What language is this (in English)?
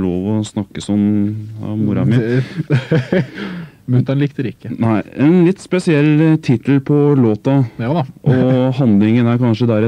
Norwegian